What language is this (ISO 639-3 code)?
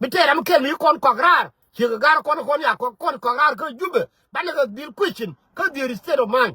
nus